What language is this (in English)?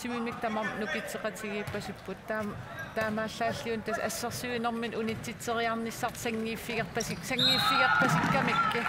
Kalaallisut